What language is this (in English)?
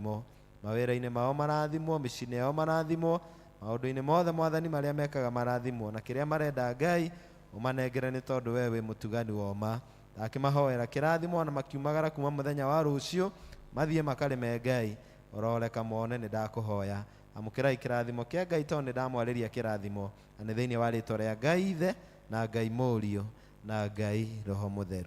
Kikuyu